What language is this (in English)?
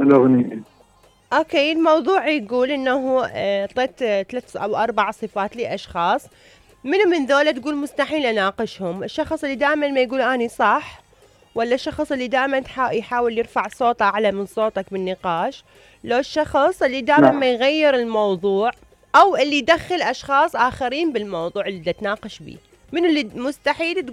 Mesopotamian Arabic